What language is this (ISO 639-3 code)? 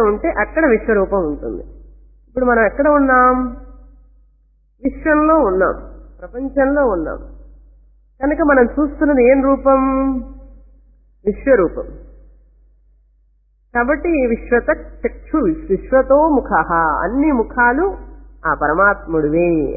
tel